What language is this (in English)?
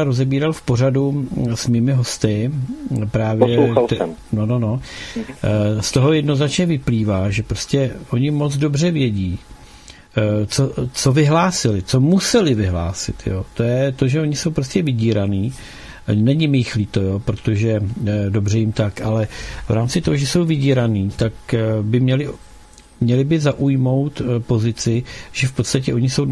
Czech